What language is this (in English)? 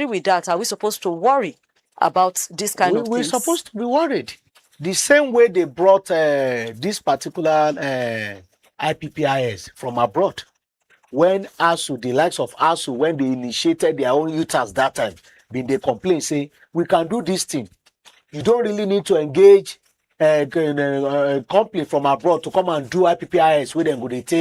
Nigerian Pidgin